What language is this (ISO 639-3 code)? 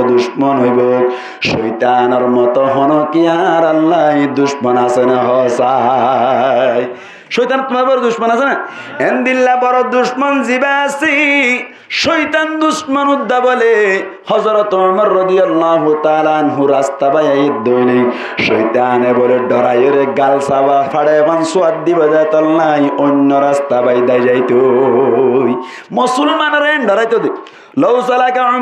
rhg